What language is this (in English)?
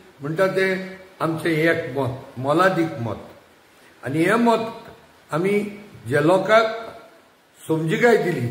Konkani